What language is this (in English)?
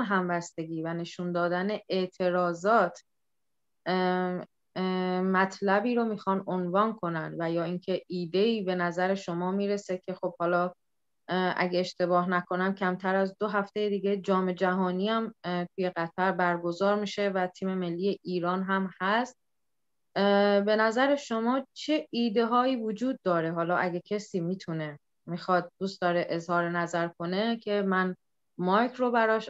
Persian